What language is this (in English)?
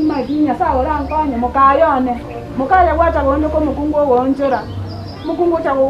Gusii